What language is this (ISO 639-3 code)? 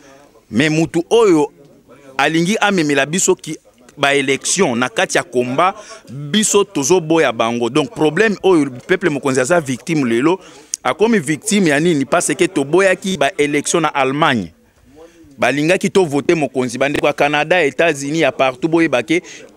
lin